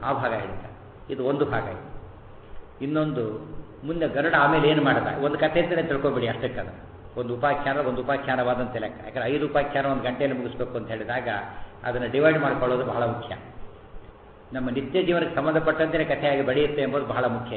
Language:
Kannada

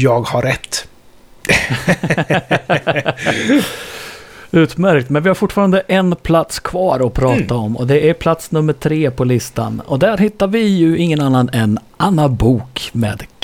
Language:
Swedish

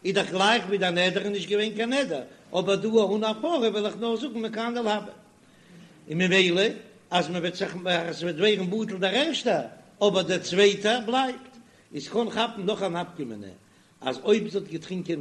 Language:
Yiddish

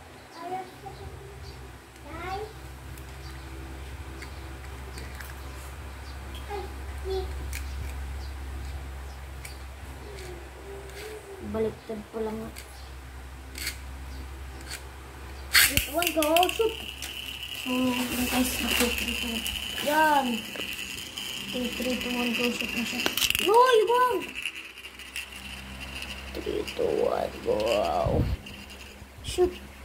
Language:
Filipino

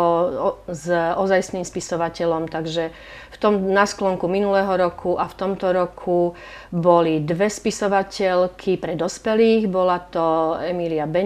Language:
Slovak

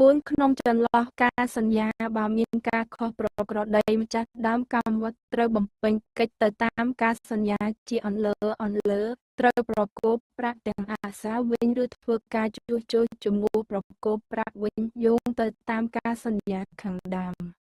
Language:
Khmer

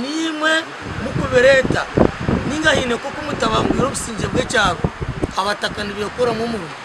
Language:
Nyankole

